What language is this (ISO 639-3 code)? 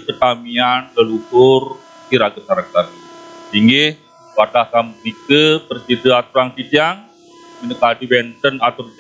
ban